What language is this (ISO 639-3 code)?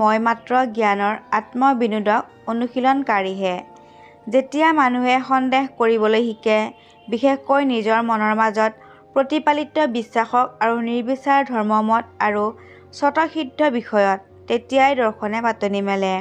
asm